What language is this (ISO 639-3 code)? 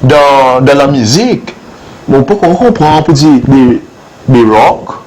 crs